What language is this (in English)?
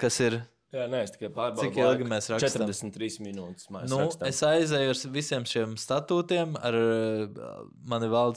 Latvian